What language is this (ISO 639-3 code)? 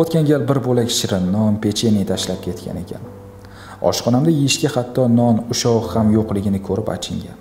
uzb